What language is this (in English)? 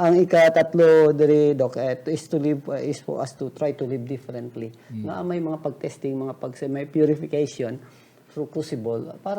Hiligaynon